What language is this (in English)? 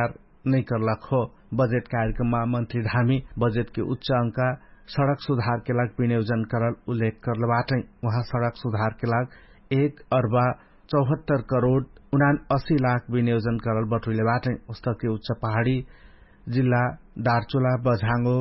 Dangaura Tharu